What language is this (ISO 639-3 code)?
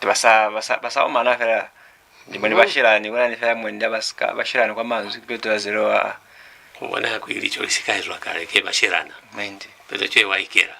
loz